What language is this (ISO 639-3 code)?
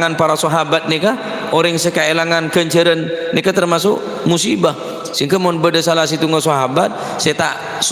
mad